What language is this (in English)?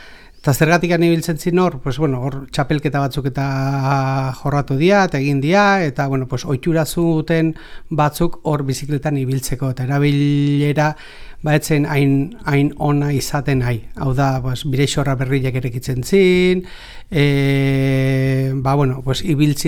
Basque